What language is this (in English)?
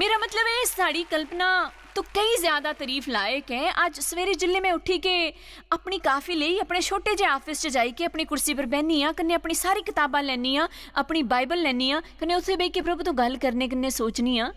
Dogri